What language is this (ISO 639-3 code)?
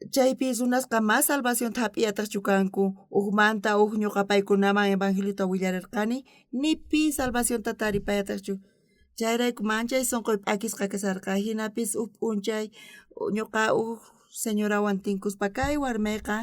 quh